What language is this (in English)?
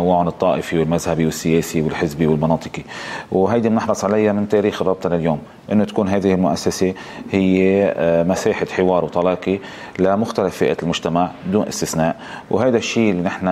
North Levantine Arabic